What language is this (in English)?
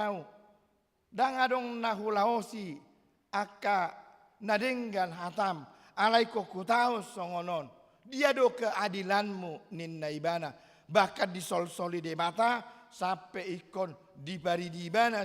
Batak Toba